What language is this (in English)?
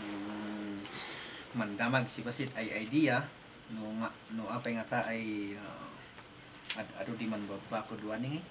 Kankanaey